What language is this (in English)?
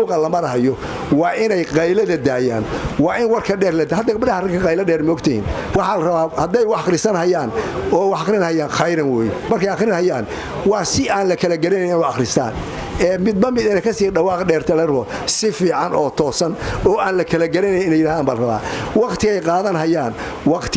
Somali